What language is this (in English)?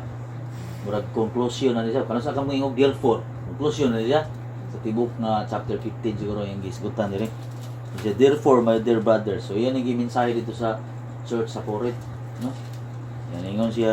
Cebuano